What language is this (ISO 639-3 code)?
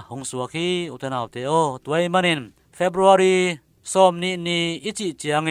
ctd